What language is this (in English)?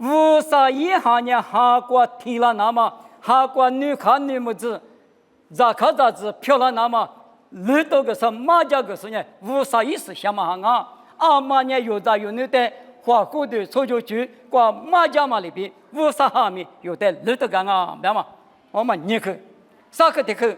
Lisu